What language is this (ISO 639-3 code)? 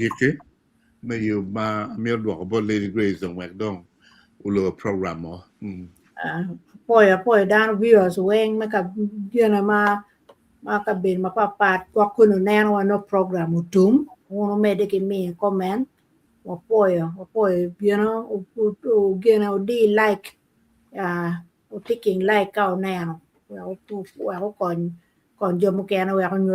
ach